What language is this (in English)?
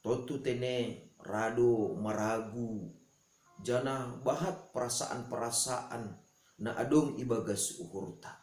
Batak Simalungun